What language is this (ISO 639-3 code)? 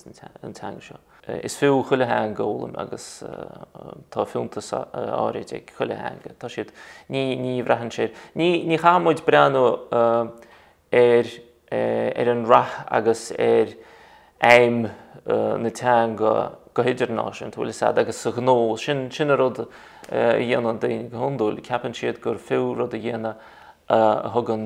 gle